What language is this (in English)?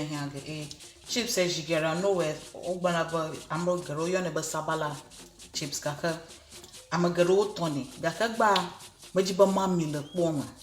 Ewe